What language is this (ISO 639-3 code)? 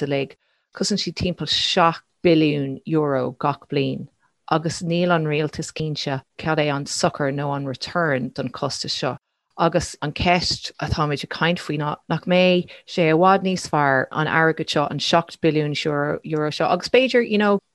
gle